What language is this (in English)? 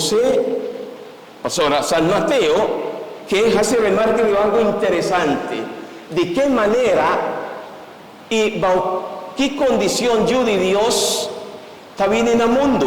Papiamento